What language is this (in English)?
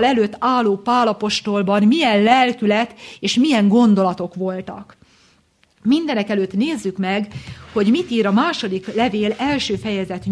Hungarian